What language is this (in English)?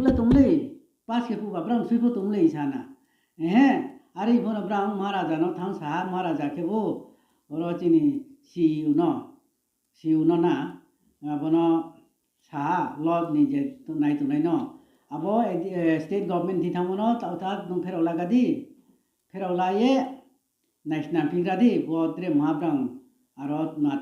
Riang (India)